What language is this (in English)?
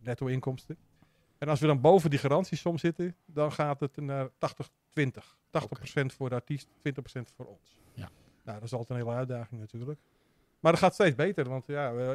Dutch